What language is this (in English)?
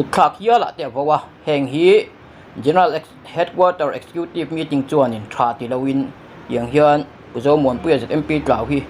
Mizo